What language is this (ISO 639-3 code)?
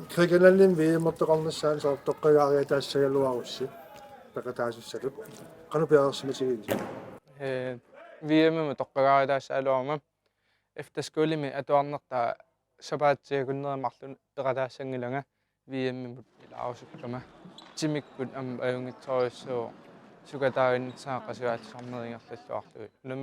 kal